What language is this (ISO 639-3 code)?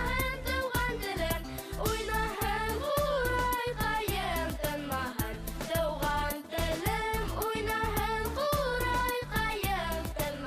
bak